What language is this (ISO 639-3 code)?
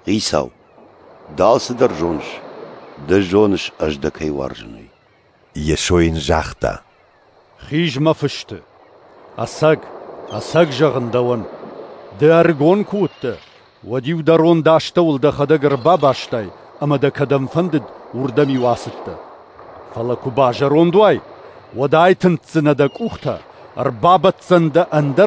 oss